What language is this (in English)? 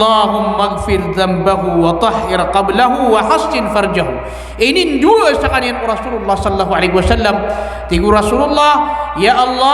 Maranao